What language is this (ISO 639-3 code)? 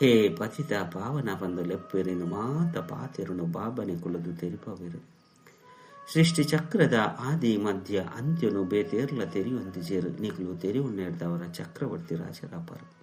tcy